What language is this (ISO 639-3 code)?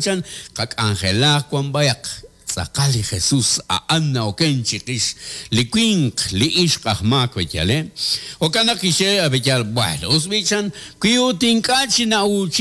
kek